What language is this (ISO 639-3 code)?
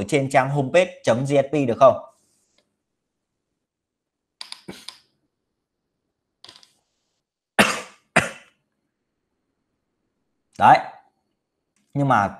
vie